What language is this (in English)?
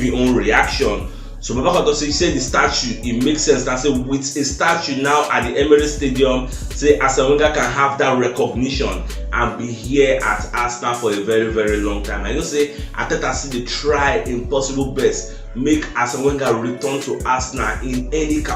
Nigerian Pidgin